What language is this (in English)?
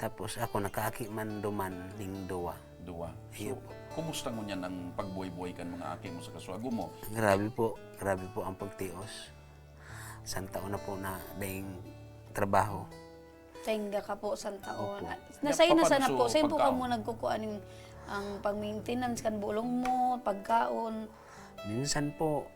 Bikol